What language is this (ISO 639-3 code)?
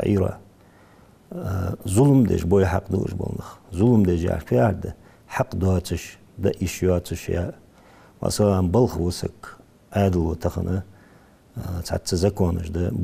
inh